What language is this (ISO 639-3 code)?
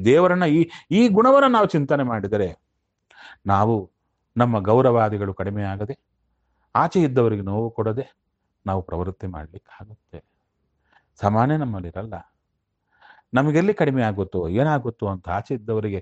kan